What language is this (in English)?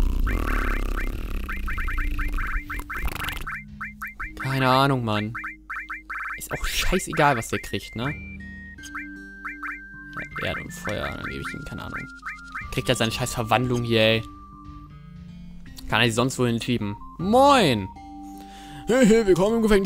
German